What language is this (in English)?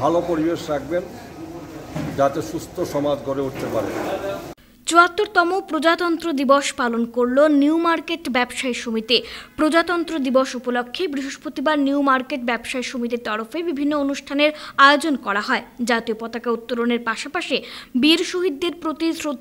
Bangla